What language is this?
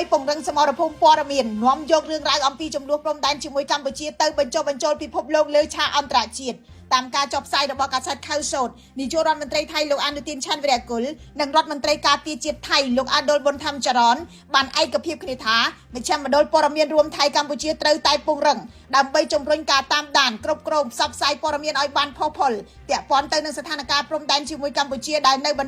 Khmer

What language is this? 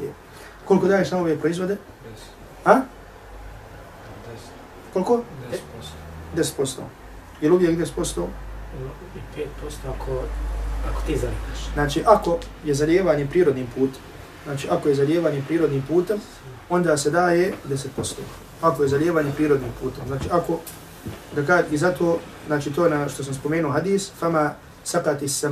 Bosnian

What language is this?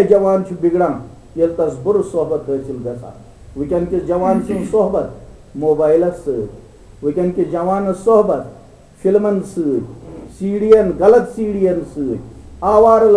Kashmiri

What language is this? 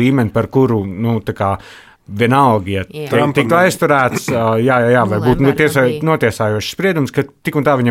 Latvian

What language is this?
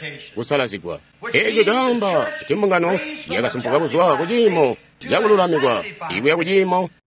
Tonga (Zambia)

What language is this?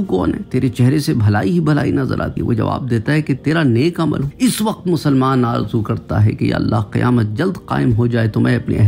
Urdu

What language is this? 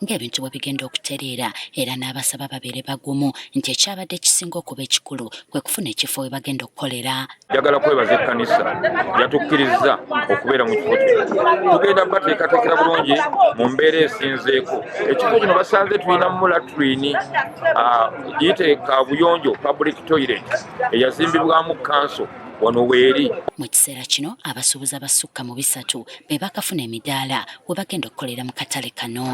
Ganda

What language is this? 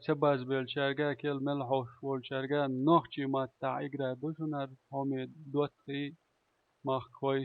Chechen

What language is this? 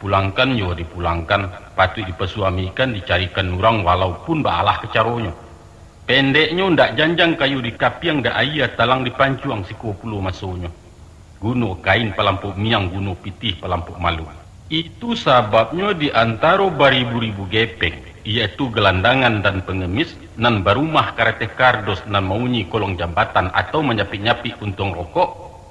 Minangkabau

